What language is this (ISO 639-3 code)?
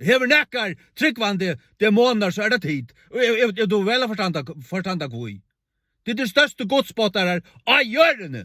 fao